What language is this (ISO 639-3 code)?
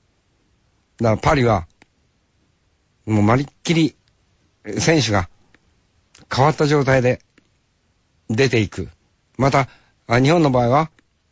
jpn